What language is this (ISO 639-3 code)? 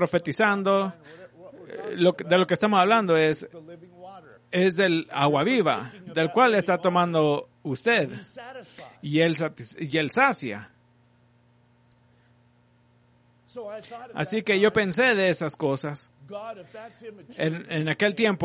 spa